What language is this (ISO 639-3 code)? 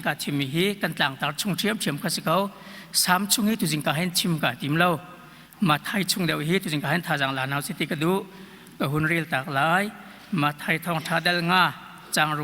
cnh